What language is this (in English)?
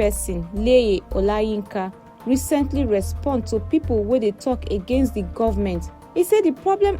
Nigerian Pidgin